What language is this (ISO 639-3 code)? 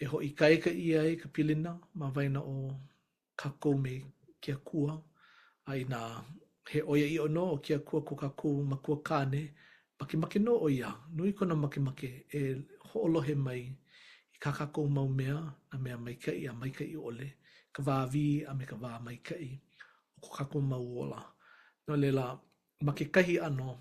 haw